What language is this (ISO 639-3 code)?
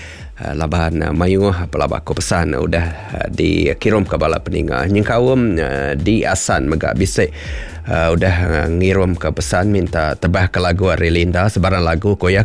iba